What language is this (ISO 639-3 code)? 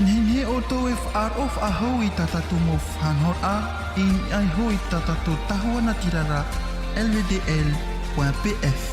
tah